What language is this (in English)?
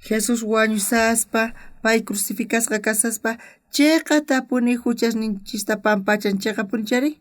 South Bolivian Quechua